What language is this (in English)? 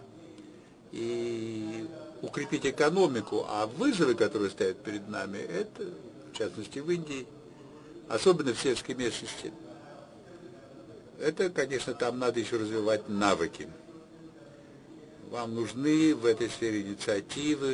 Russian